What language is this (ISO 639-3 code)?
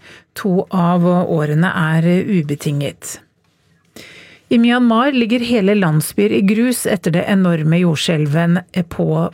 nor